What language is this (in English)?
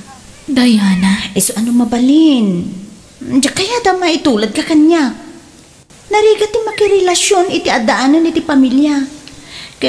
Iloko